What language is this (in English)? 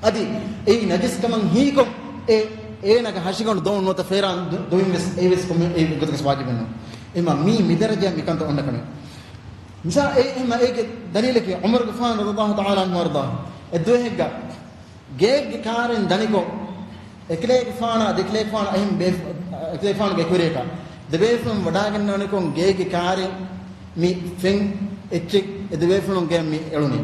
Divehi